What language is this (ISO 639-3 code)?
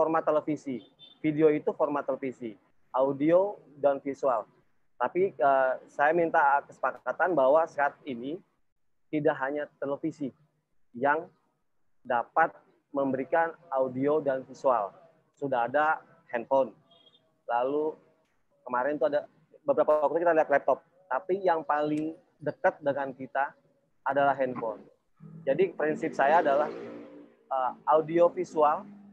ind